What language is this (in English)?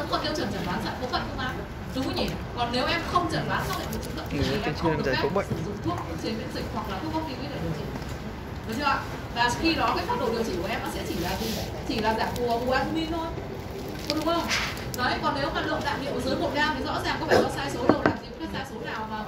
Vietnamese